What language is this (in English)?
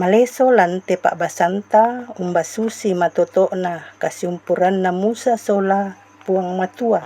Toraja-Sa'dan